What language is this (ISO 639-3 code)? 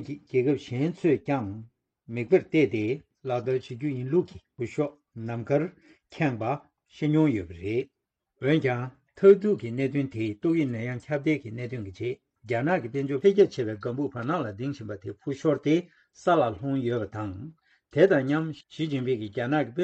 bod